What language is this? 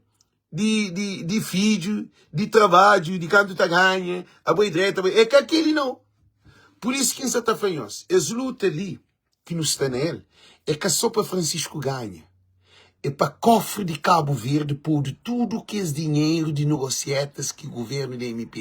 Kabuverdianu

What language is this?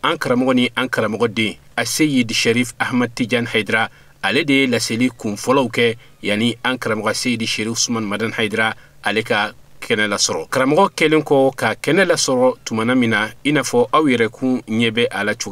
Bambara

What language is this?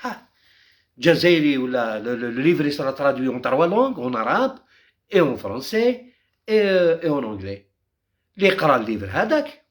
Algerian Arabic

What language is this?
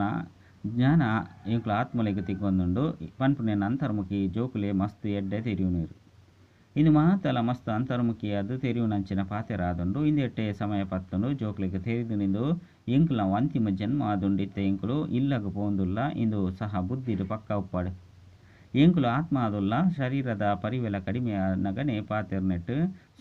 Tulu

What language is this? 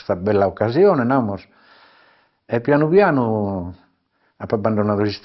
Sardinian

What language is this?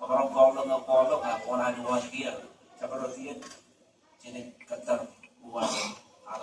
Marshallese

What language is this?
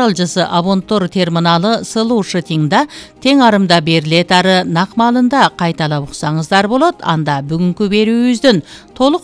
Kyrgyz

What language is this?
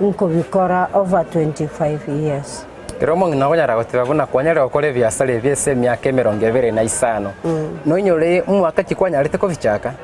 Gusii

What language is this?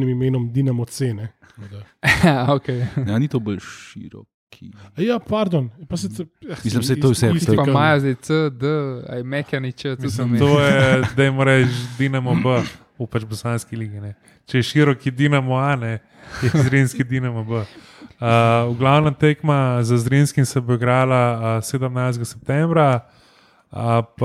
Slovenian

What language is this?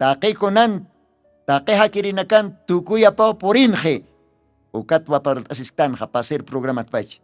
Aymara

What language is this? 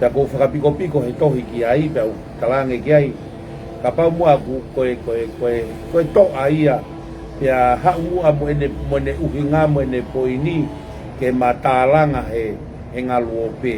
Tongan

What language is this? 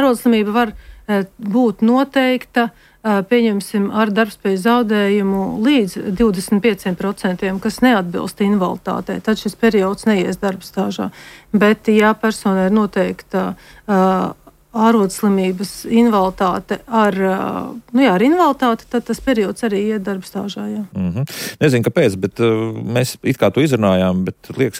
Latvian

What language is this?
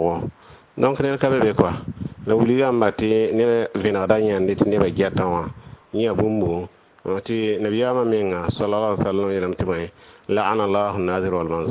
Mossi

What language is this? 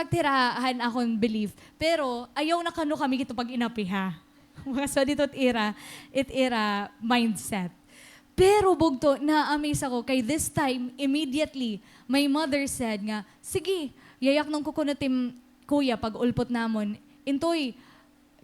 Waray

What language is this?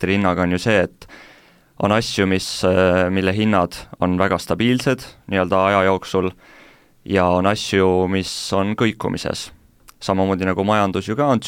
Estonian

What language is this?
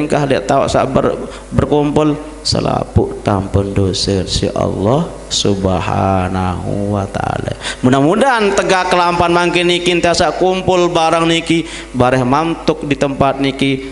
Sasak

